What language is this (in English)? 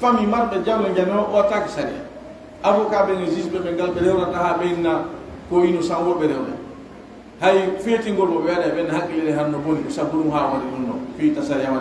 Pular